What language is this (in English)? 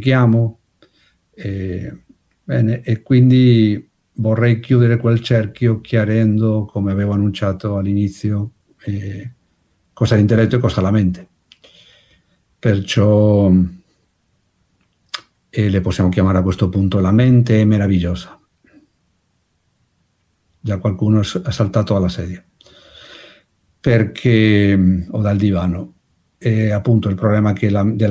Italian